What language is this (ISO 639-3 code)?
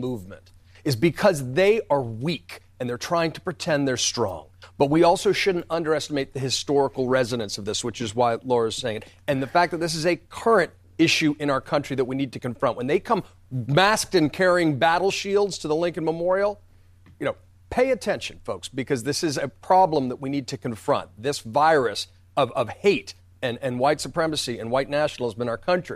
eng